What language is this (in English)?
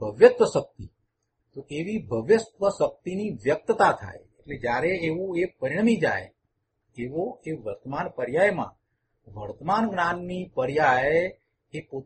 Gujarati